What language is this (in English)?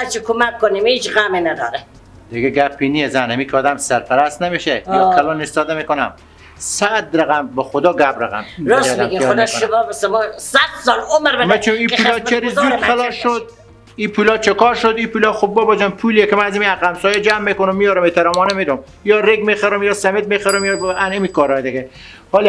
Persian